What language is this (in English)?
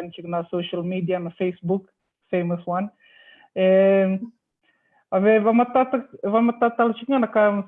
Fijian